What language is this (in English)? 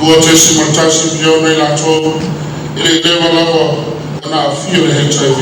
Samoan